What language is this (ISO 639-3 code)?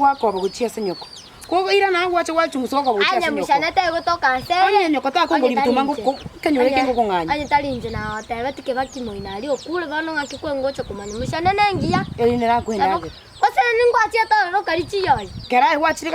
guz